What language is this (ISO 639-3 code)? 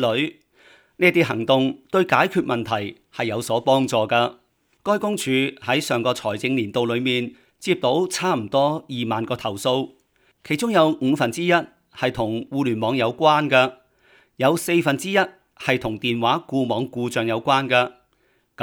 yue